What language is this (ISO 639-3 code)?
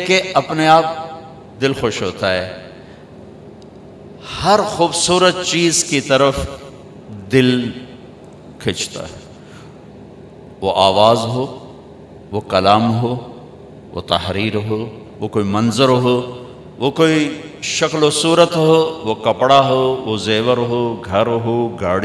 urd